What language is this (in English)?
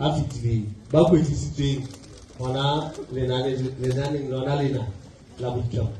Southern Sotho